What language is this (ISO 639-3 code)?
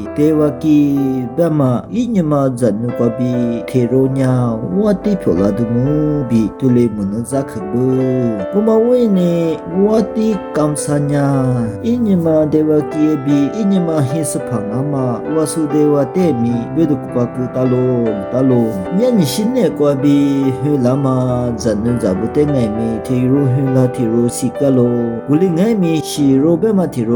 lis